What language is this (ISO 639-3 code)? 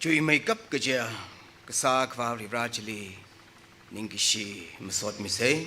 nmf